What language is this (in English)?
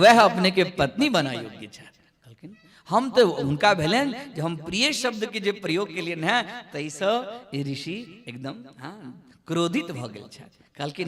Maithili